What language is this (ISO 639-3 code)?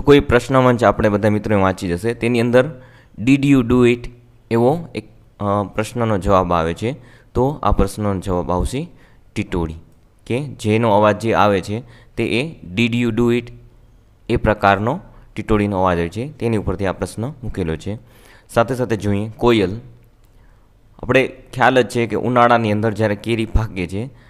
guj